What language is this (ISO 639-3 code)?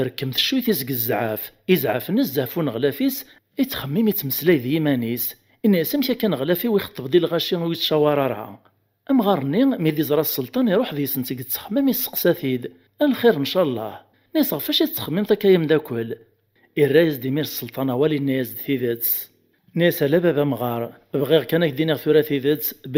kab